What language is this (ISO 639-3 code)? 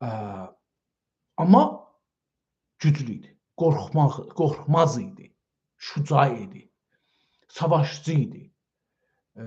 azb